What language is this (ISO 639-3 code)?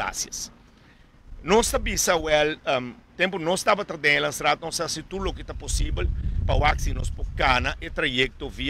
pap